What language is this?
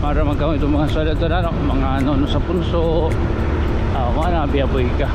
Waray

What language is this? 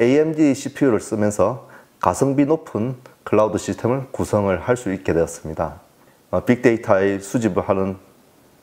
Korean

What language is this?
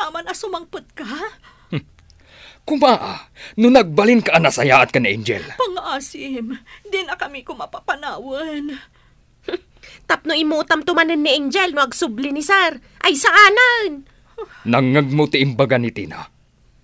Iloko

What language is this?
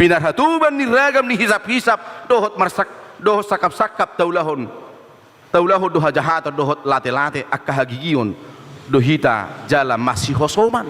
Batak Toba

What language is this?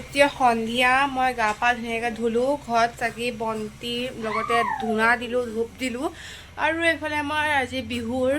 Assamese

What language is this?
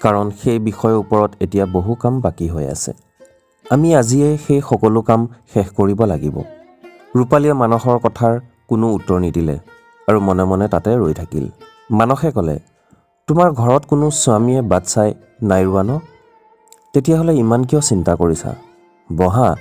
Assamese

